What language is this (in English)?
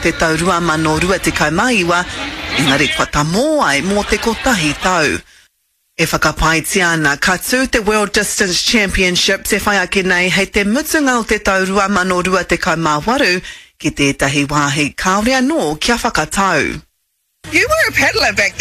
Māori